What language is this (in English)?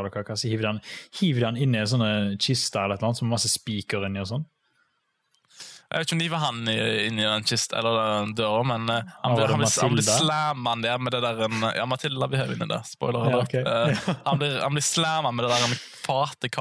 Norwegian